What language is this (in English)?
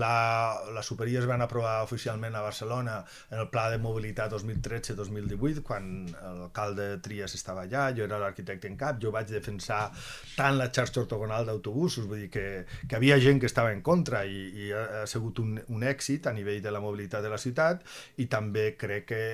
Catalan